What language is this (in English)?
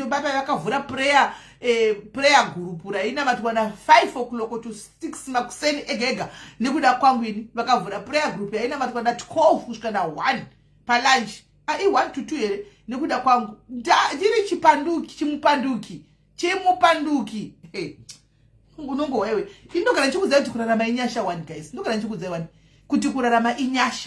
Shona